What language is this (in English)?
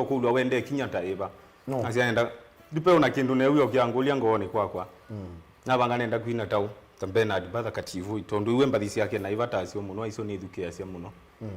Kamba